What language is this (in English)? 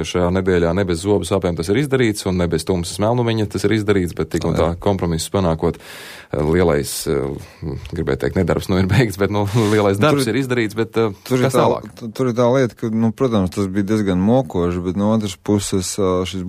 Latvian